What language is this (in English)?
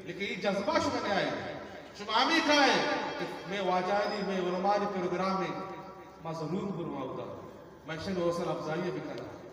Eastern Balochi